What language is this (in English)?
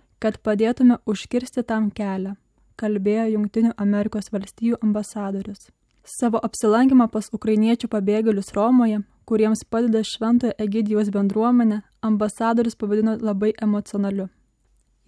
Lithuanian